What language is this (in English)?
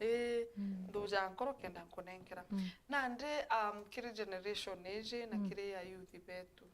Meru